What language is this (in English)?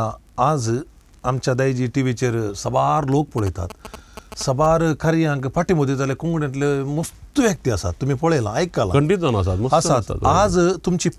Konkani